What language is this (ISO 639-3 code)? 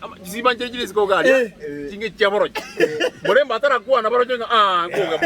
guz